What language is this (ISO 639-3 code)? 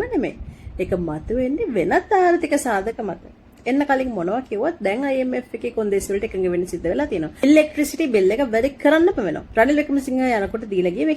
sin